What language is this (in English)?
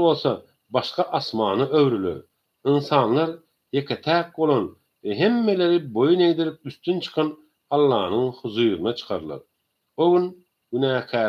Turkmen